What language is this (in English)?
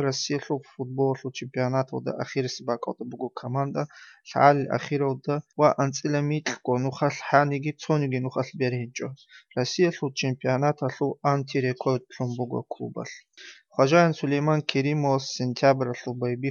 Avaric